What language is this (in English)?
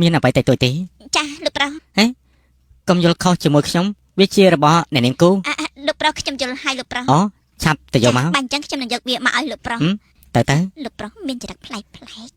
Khmer